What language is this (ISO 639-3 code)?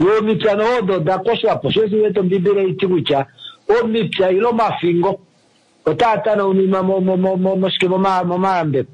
kua